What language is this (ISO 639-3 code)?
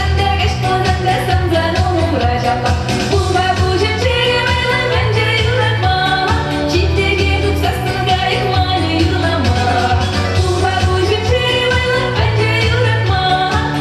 chv